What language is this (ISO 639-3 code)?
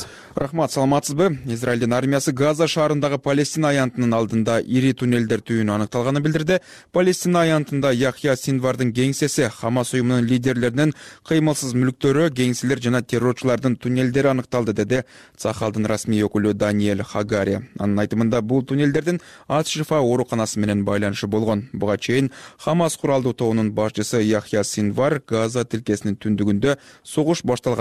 kir